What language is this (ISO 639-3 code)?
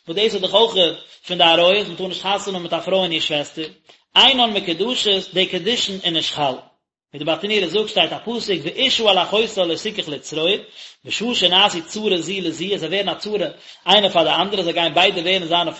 yid